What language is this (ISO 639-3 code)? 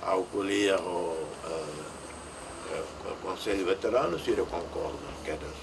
tet